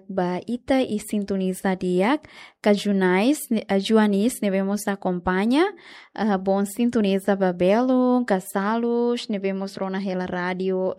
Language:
Tetum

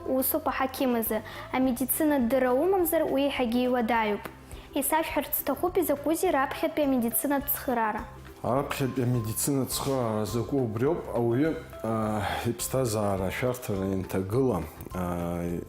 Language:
Abkhazian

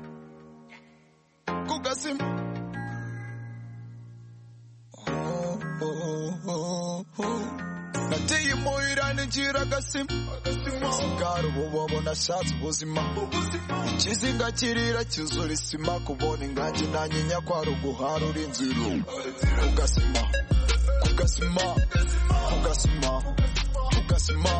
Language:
Kinyarwanda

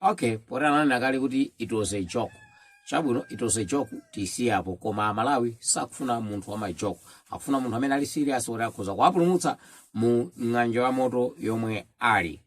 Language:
Nyanja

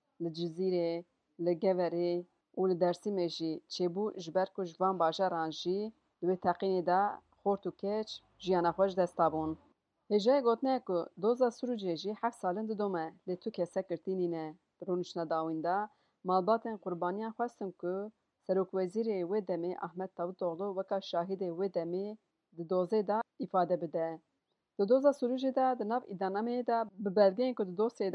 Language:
Kurdish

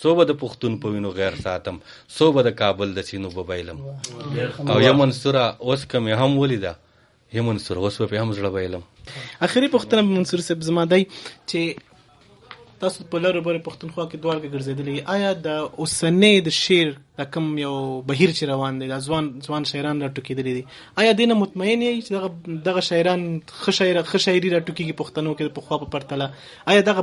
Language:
Pashto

